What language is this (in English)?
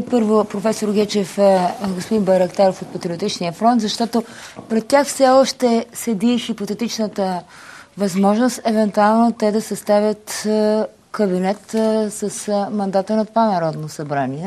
Bulgarian